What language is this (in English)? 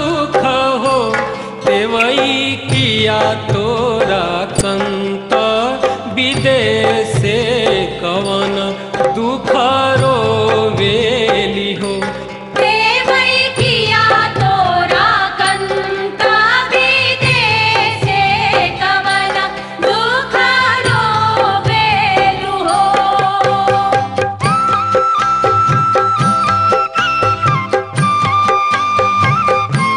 Bhojpuri